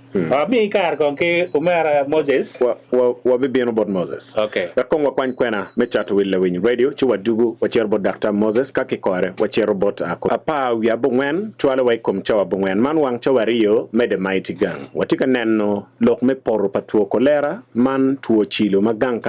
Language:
Acoli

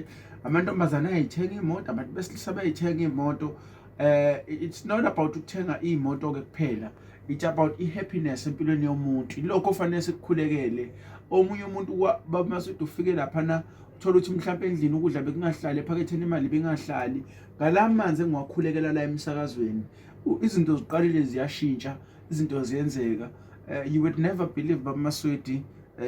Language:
Zulu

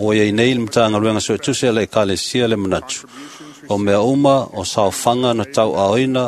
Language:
Samoan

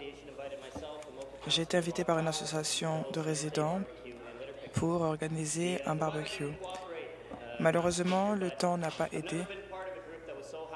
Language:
French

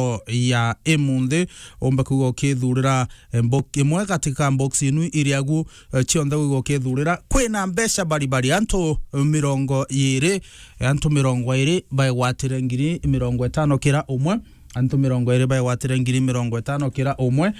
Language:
Meru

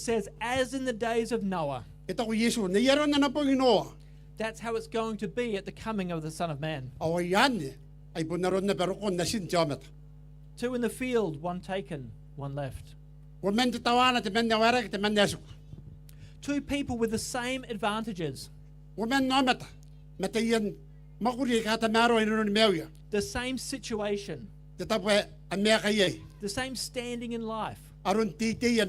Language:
Gilbertese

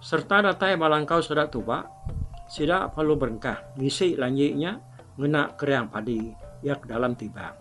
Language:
Iban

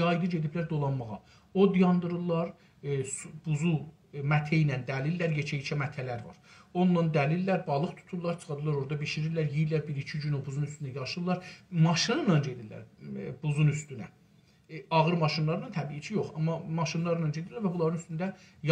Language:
South Azerbaijani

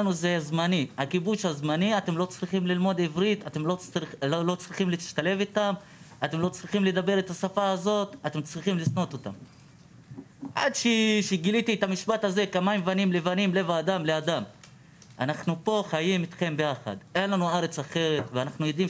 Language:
Hebrew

